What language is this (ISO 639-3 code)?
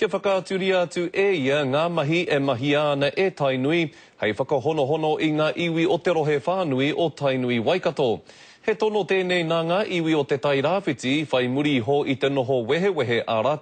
mri